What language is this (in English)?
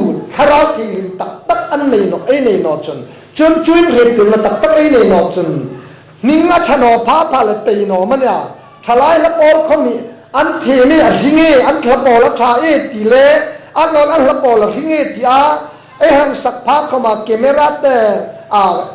Hmar